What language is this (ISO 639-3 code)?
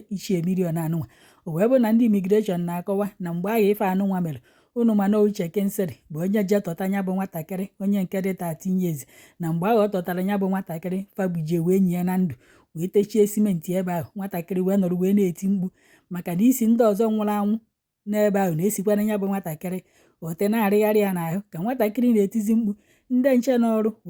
ibo